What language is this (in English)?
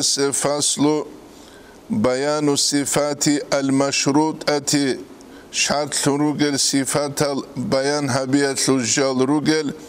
Avaric